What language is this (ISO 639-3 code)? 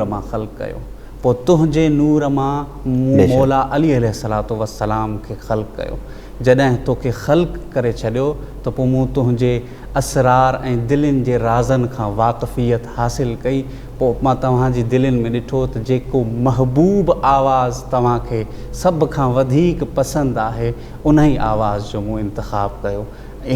snd